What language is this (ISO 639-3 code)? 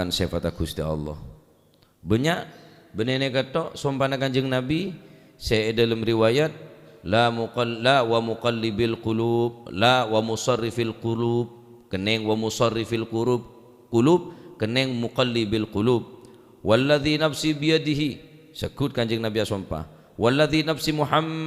mad